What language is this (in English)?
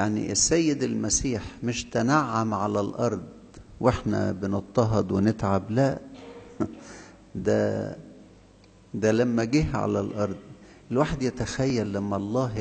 Egyptian Arabic